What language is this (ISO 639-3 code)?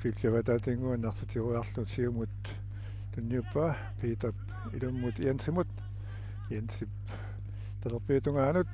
kal